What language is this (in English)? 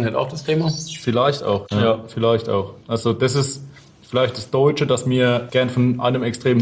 German